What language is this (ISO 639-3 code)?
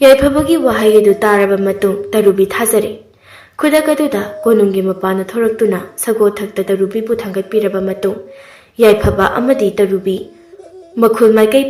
mni